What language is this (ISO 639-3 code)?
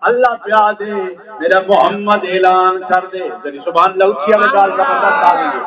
skr